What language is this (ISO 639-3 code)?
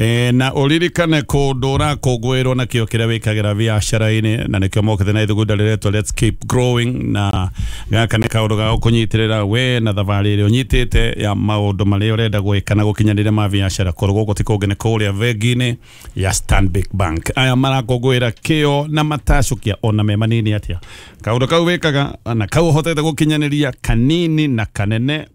kik